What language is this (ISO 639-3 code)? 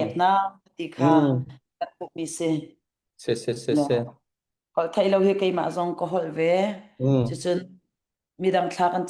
cnh